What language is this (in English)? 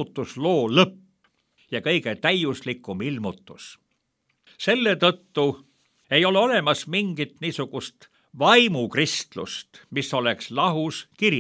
Estonian